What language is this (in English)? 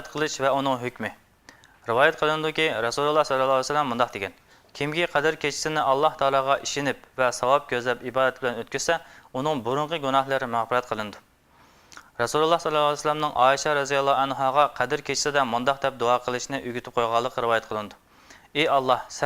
Uyghur